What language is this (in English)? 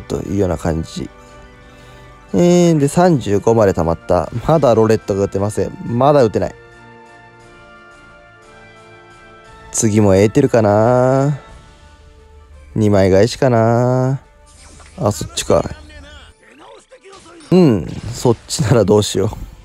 Japanese